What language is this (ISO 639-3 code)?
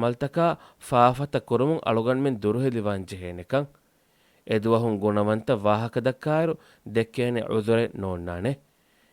div